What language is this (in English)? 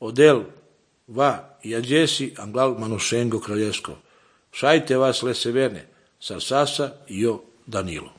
Slovenian